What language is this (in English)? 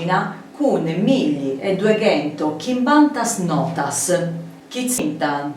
Sardinian